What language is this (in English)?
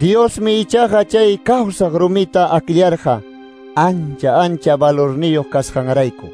Quechua